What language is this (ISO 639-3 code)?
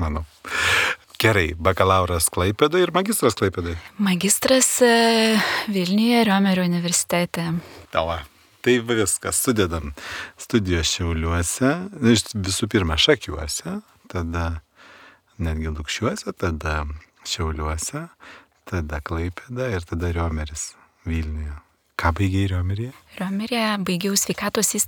lit